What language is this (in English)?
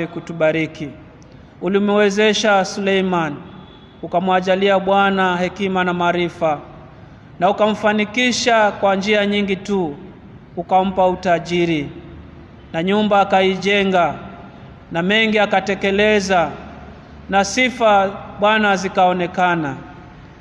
Swahili